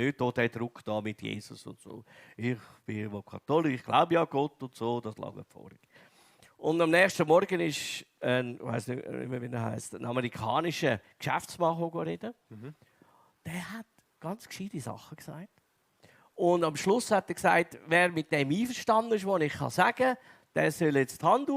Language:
Swiss German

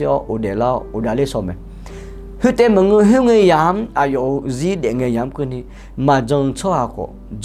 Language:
Akha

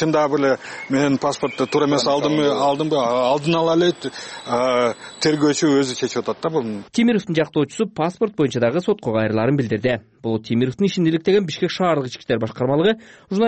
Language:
Kyrgyz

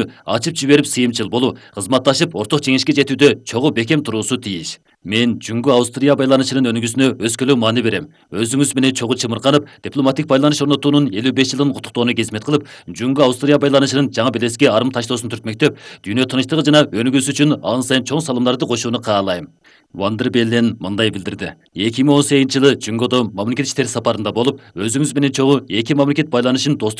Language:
Kyrgyz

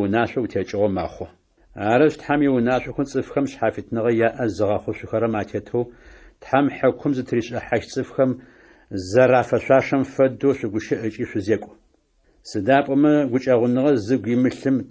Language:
Adyghe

